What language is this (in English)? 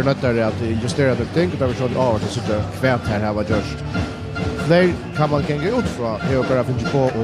Faroese